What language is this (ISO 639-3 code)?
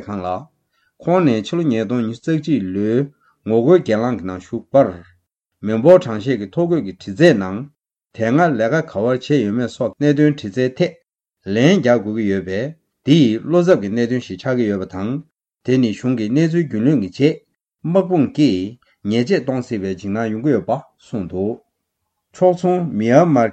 bod